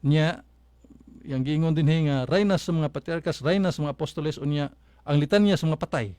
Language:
Cebuano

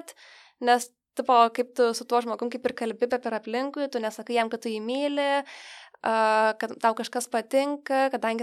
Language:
Lithuanian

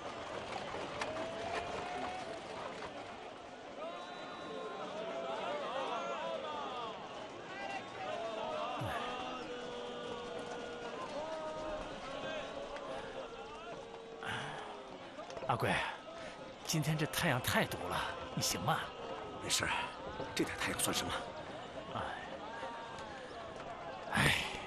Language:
Chinese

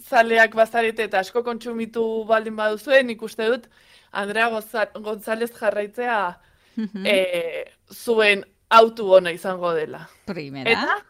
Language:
Basque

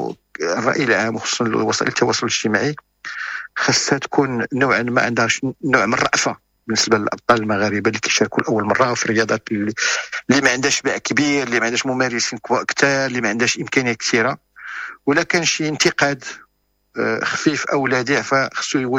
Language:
Moroccan Arabic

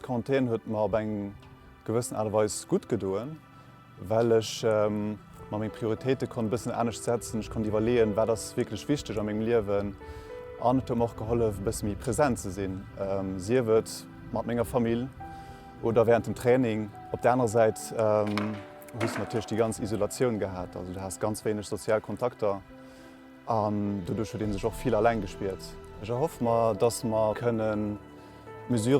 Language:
Luxembourgish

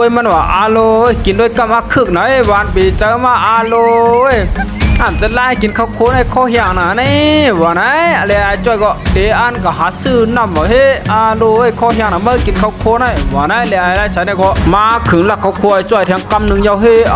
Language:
Shan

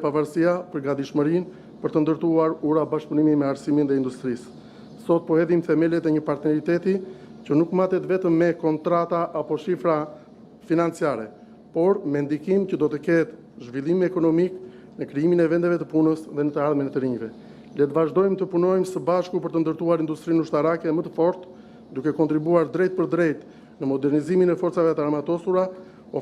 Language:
Albanian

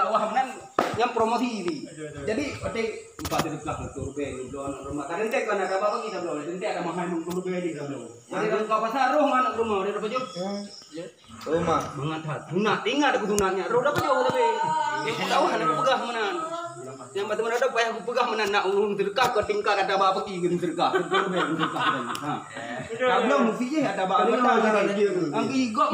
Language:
Achinese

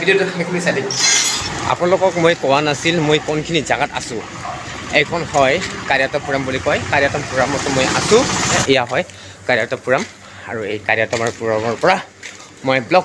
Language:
Assamese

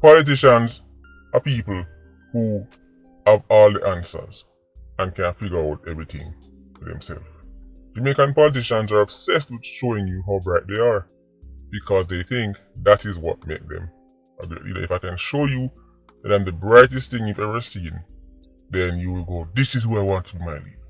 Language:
Jamaican Creole English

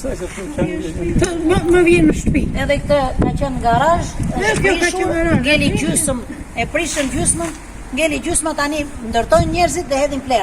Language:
Albanian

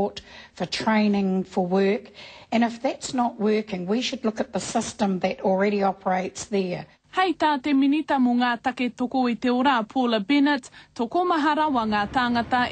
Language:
Māori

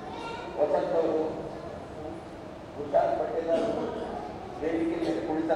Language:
Kannada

